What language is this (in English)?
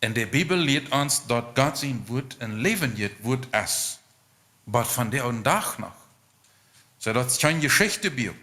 Plautdietsch